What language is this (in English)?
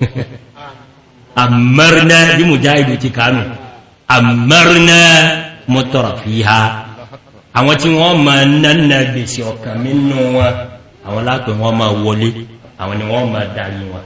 Yoruba